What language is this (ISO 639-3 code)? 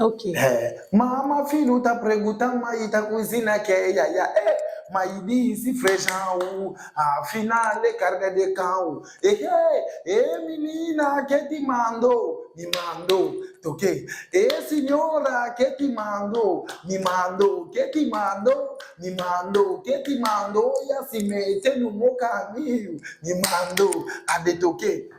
lin